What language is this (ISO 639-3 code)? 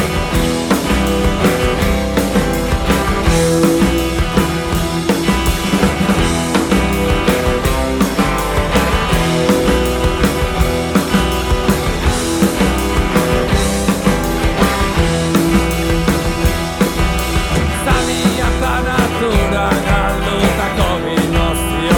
eus